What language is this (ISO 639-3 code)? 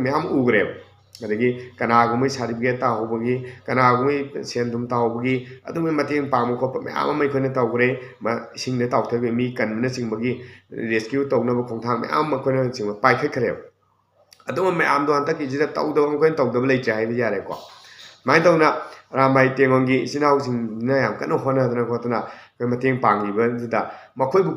mni